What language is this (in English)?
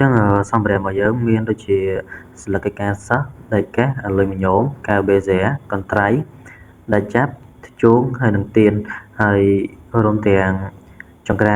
Khmer